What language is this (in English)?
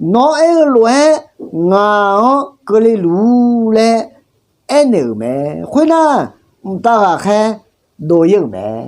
Akha